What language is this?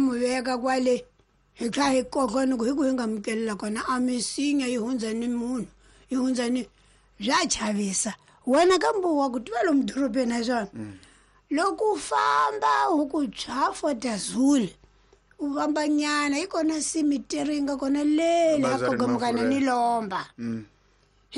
Tsonga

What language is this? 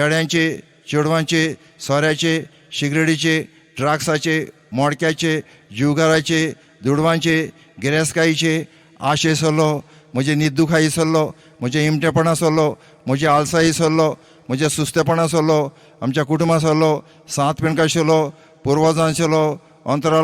Konkani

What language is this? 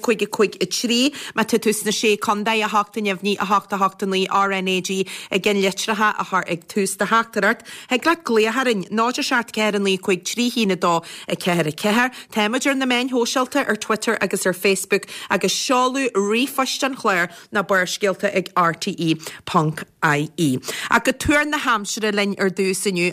Irish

